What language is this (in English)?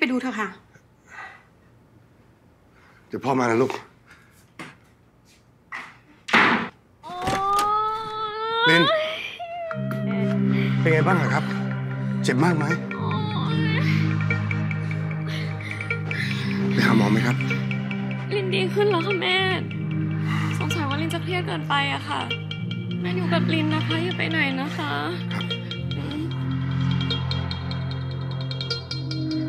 Thai